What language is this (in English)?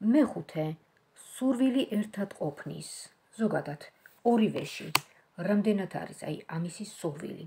Georgian